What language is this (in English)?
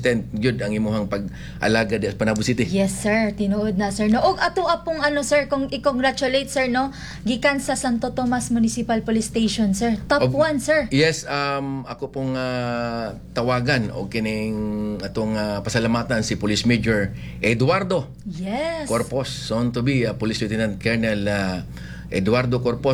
Cebuano